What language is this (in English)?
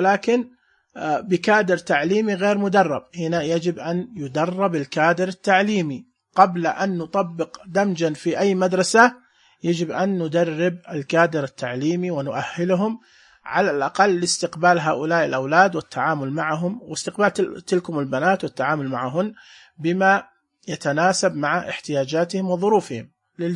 Najdi Arabic